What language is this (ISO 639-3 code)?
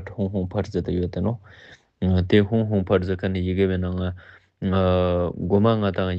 lbj